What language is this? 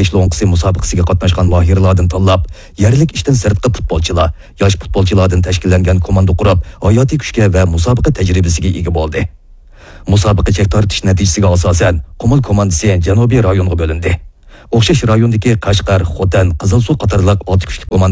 Uyghur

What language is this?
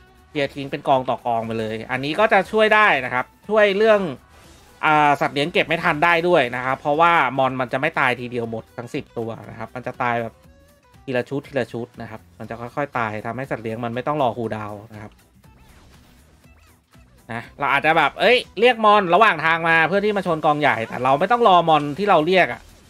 Thai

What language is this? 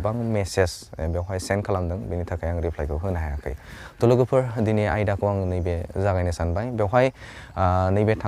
Bodo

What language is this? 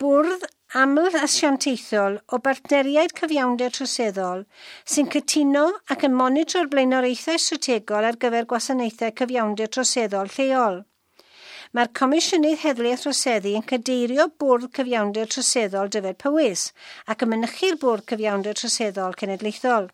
Welsh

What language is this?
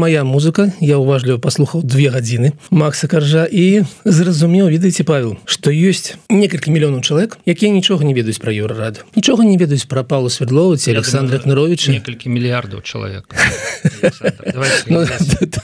Belarusian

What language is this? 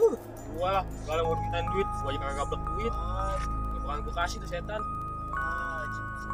Betawi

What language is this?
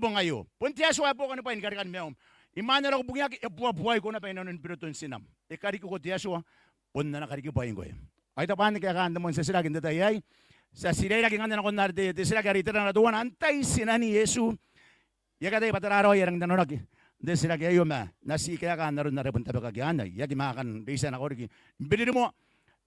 Gilbertese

